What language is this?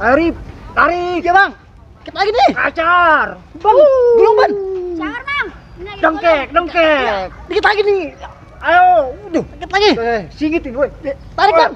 Betawi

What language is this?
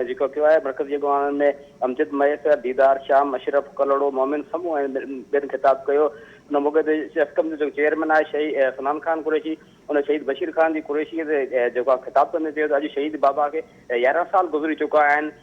Sindhi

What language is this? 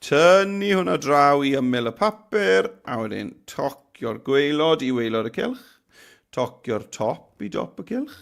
Welsh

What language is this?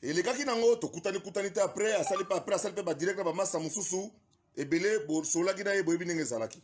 Lingala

